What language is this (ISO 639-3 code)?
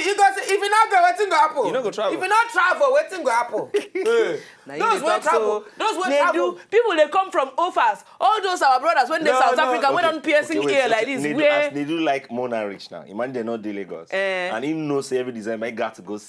pcm